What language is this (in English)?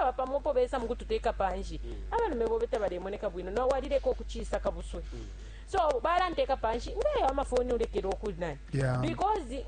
Bemba